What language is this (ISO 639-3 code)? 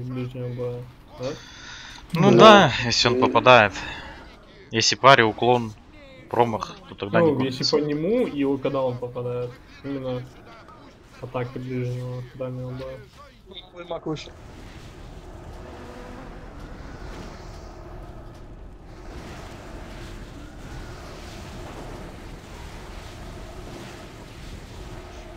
rus